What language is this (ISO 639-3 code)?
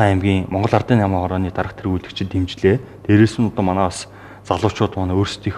mon